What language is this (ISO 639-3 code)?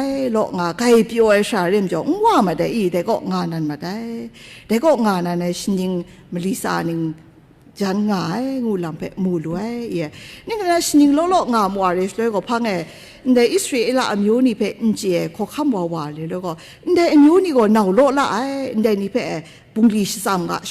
kac